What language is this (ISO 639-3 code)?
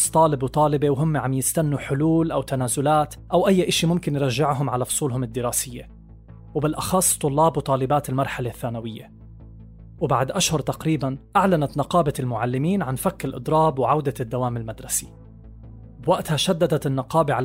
apc